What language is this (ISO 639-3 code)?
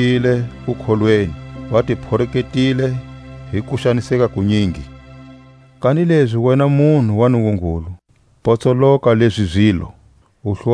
tsc